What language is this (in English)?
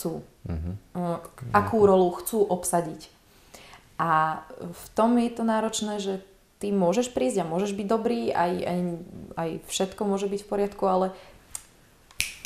Slovak